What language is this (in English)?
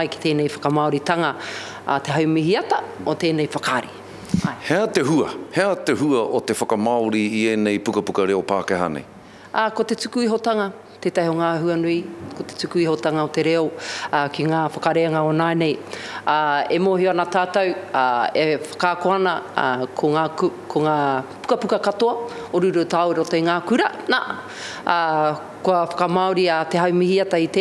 Māori